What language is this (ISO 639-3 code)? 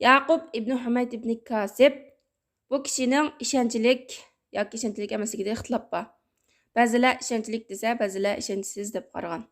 uig